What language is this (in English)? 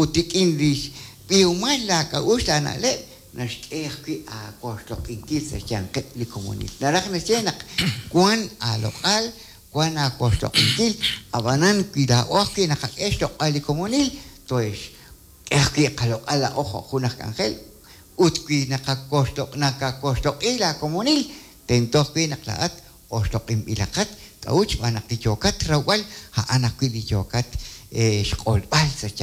Kekchí